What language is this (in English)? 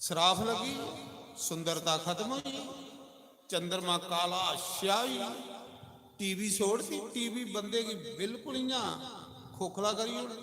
Dogri